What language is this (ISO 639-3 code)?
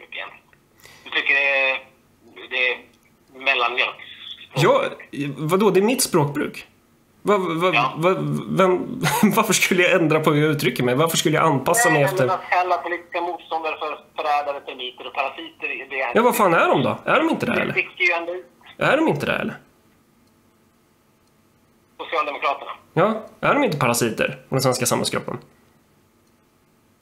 swe